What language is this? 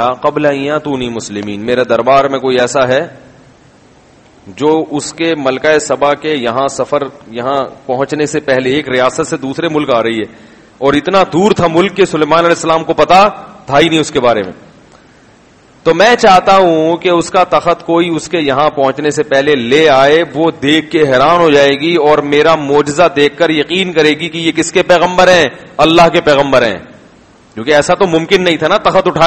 Urdu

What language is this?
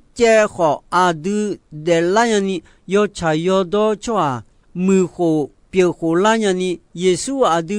Akha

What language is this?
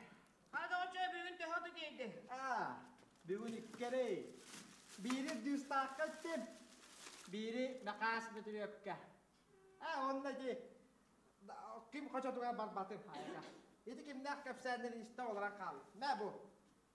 Yakut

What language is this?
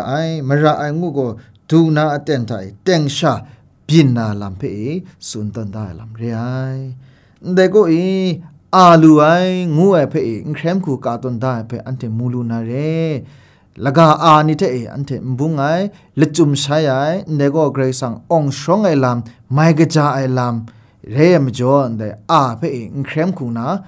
Kachin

